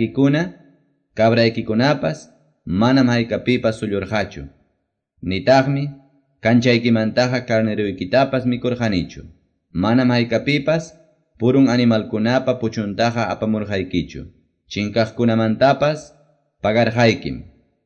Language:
Quechua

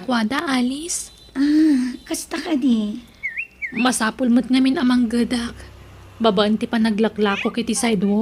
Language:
Iloko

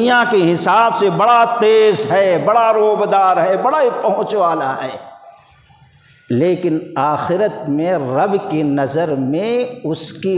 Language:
Urdu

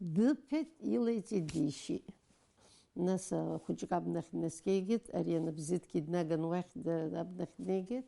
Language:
Abkhazian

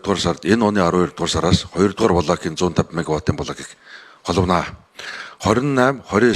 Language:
Mongolian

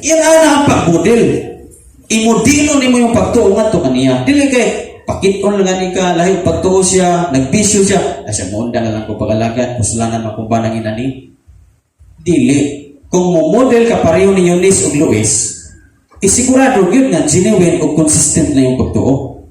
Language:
Cebuano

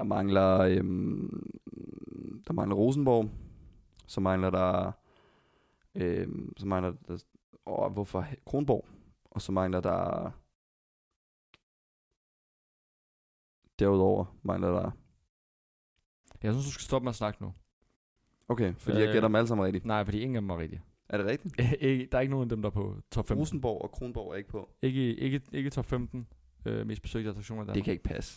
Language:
Danish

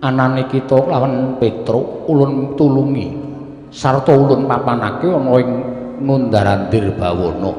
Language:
Javanese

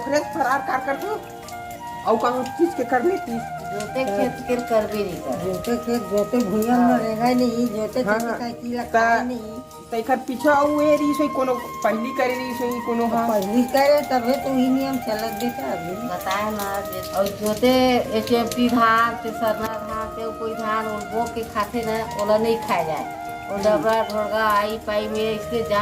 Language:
Chhattisgarhi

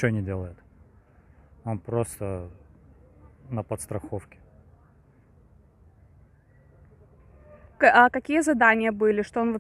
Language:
Russian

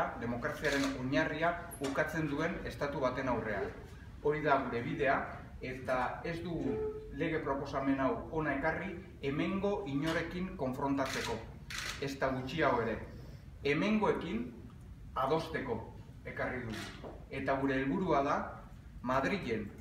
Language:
Basque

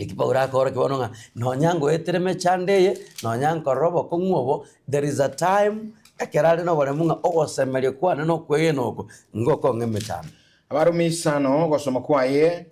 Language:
Gusii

